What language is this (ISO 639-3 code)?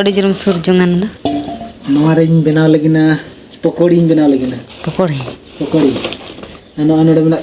sat